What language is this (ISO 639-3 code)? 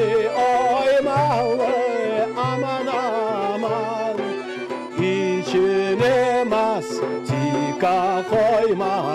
crh